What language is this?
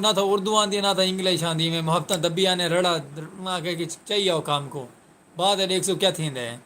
Saraiki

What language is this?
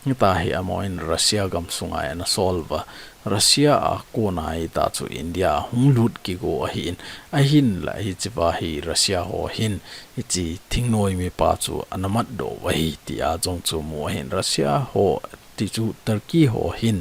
Thado Chin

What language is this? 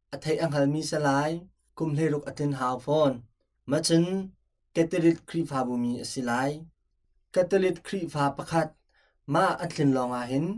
Hakha Chin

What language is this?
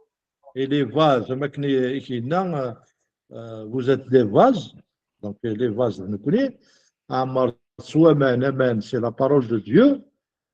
Kabyle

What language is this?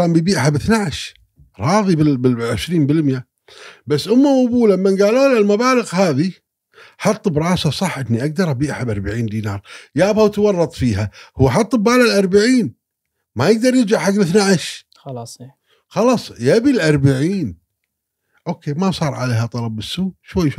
Gulf Arabic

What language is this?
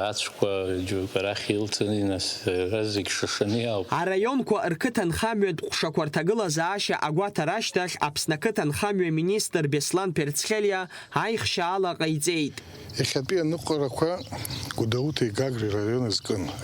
Abkhazian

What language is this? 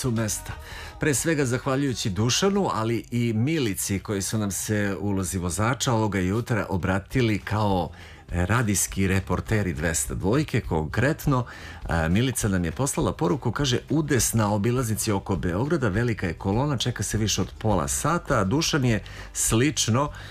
Serbian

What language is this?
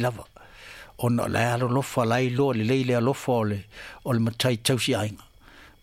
Samoan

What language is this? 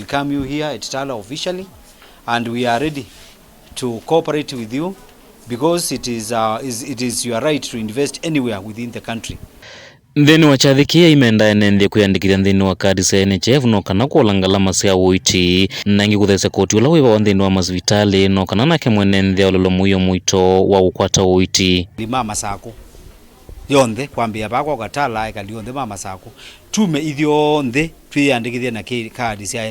Kamba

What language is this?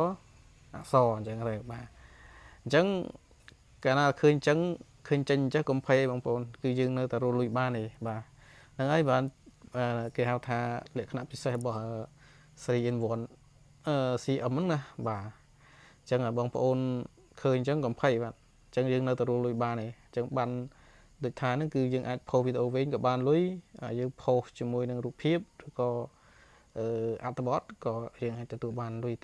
Khmer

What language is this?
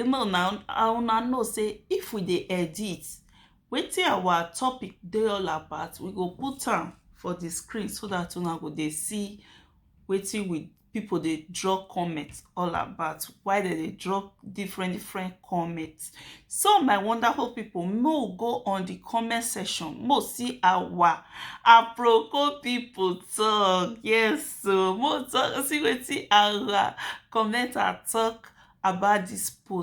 Nigerian Pidgin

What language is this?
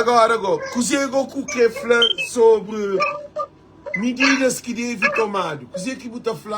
Kabuverdianu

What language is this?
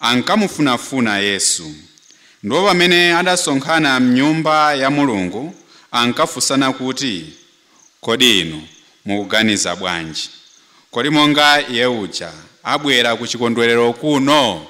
Nyanja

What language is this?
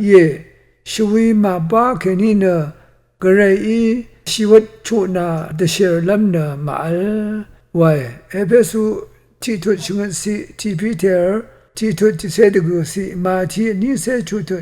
Rawang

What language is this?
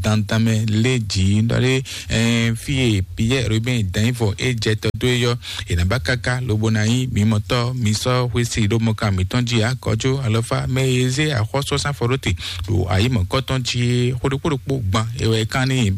Fon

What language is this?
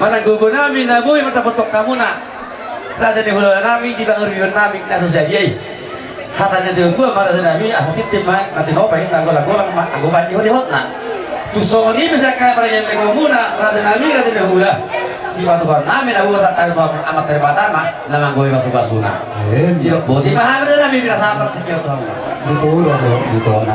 Batak Toba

